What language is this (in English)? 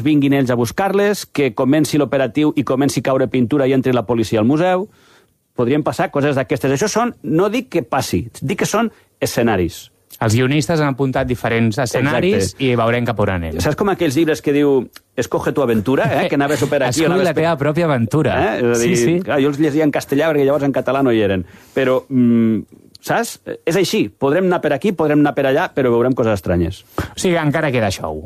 Catalan